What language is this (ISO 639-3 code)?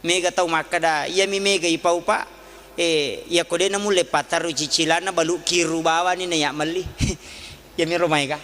bug